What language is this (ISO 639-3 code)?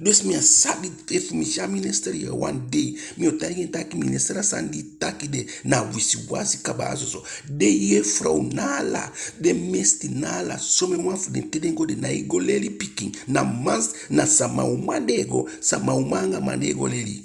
djk